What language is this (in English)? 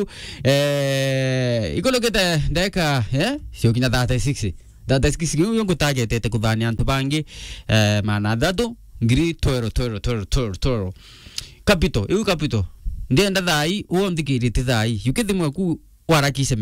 Meru